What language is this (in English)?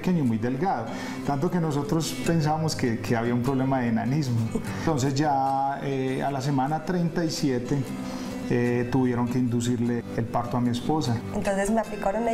Spanish